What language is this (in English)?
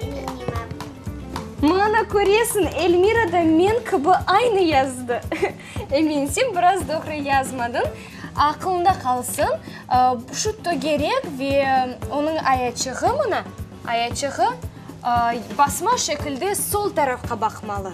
Crimean Tatar